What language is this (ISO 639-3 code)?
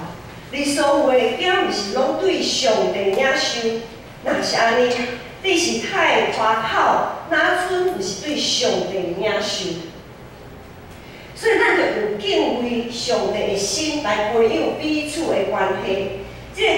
nan